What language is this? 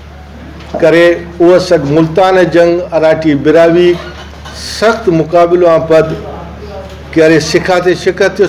Brahui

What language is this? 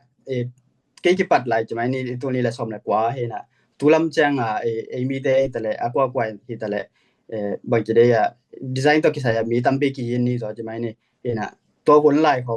Tedim Chin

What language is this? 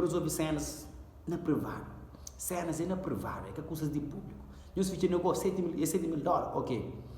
Kabuverdianu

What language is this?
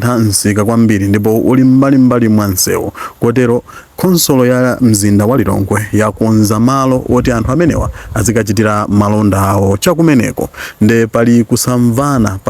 Nyanja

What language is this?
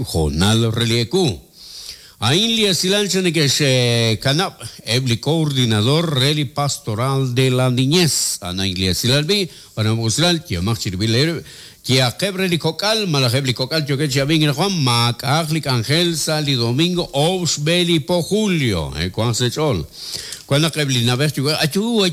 Kekchí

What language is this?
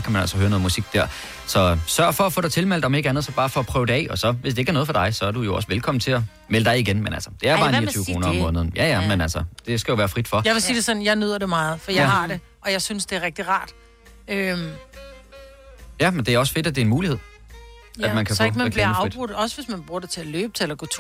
Danish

